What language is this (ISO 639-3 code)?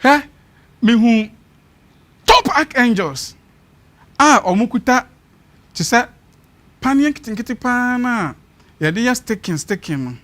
aka